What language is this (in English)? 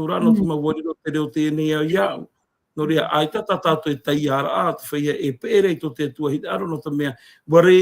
Tahitian